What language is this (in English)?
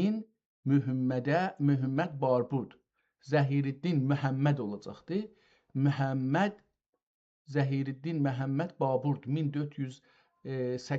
South Azerbaijani